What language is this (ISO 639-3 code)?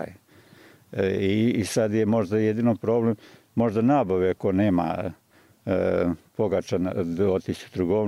bos